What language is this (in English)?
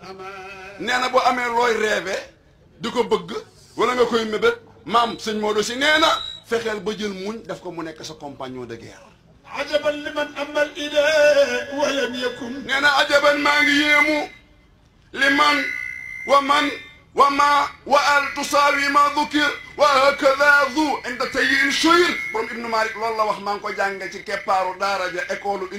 Wolof